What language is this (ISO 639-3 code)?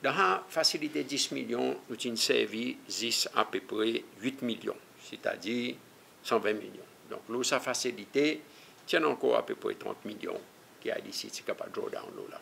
crs